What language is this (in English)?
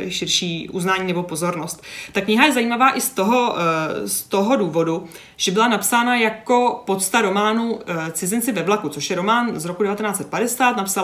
Czech